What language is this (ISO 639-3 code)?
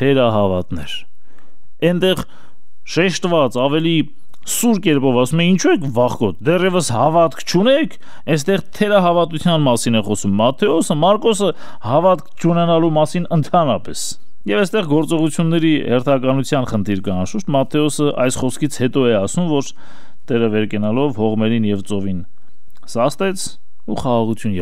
hye